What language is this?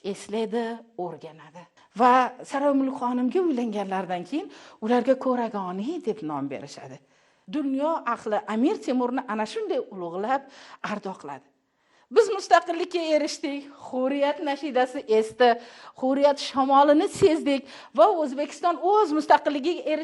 Uzbek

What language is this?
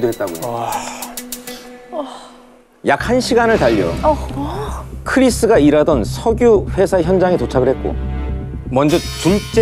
Korean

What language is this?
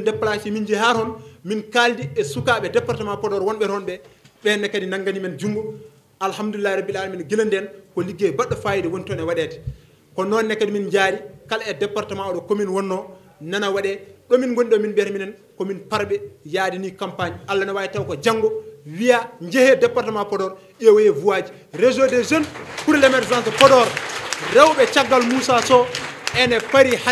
Fula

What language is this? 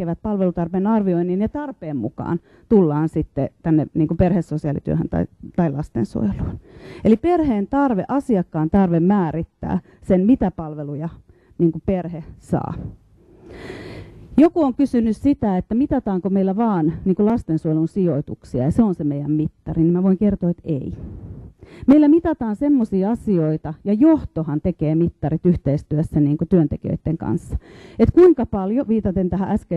Finnish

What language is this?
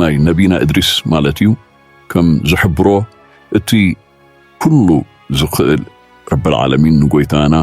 Tigrinya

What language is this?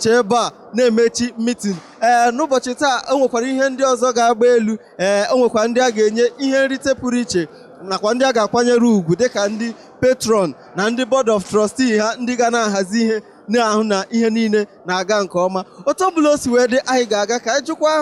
Igbo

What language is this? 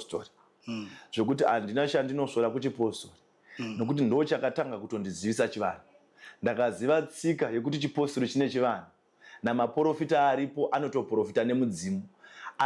Shona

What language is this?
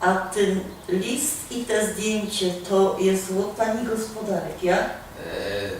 Silesian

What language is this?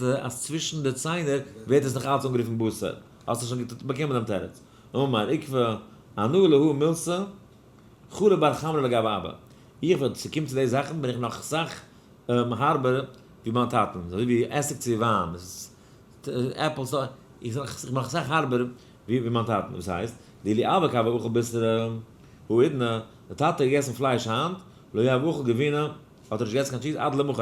Yiddish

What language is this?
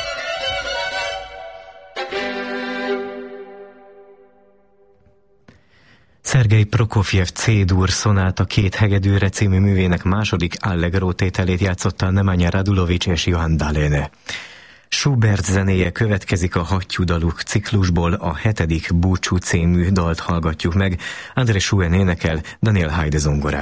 Hungarian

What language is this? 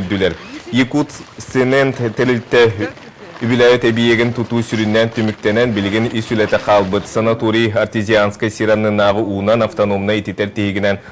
Yakut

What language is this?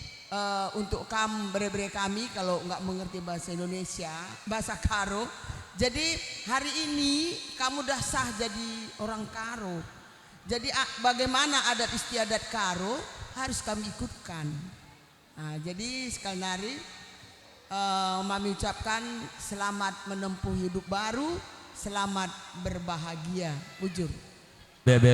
Batak Karo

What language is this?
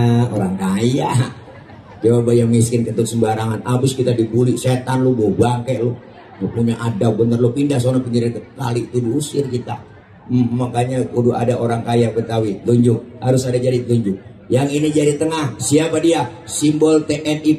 Betawi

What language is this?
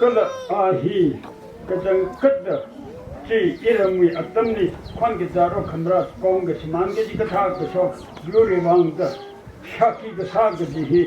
Tangkhul Naga (India)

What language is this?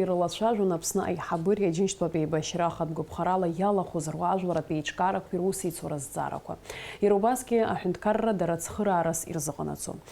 Abkhazian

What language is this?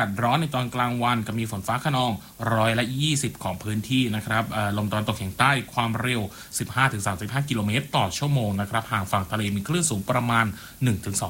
Thai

